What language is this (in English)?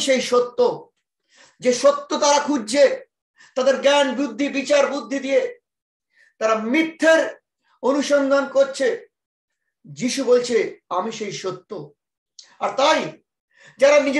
Bangla